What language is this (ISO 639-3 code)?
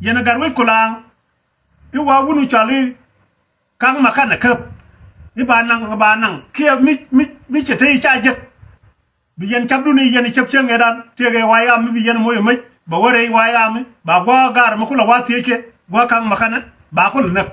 nus